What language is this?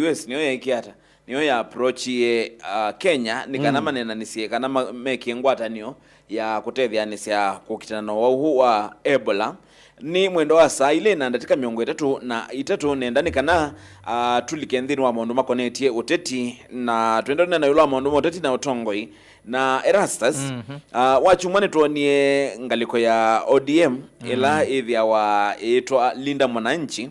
Kamba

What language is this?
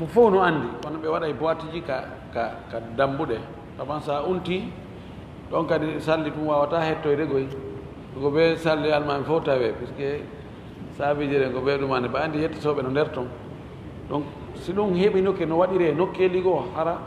Fula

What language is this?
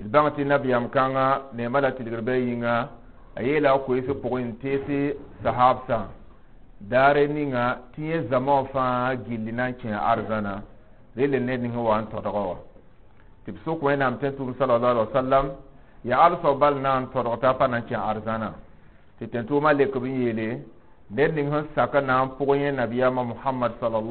Mossi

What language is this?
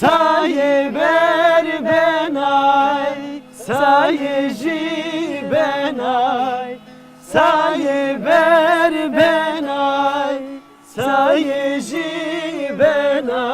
Zaza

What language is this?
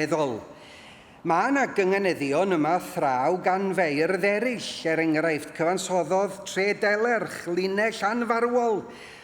Welsh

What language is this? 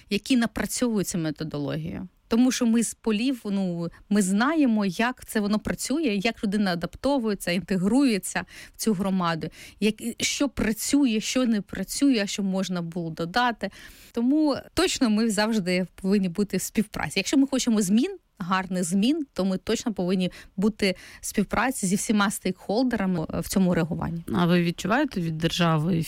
Ukrainian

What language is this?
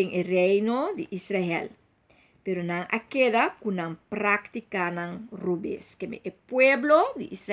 Papiamento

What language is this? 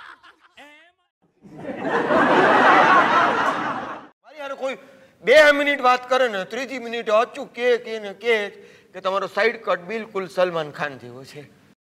Gujarati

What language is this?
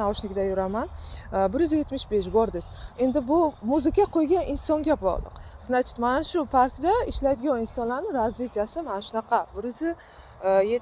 Uzbek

